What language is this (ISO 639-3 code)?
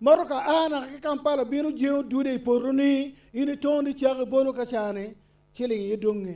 ach